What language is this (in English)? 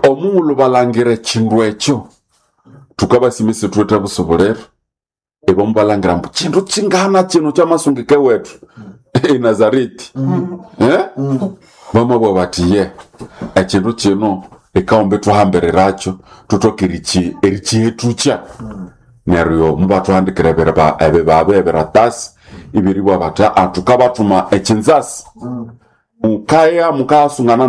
Nande